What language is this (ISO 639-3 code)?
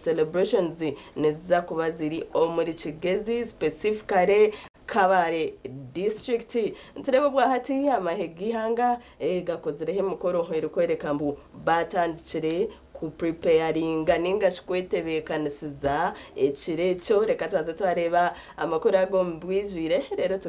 nyn